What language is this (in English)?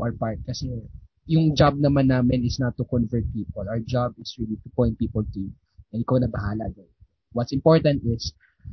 Filipino